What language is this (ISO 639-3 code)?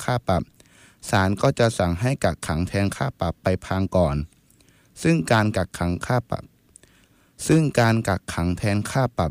tha